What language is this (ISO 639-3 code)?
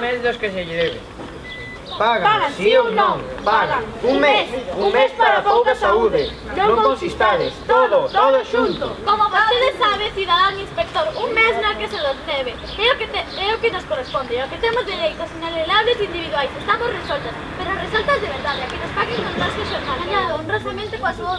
glg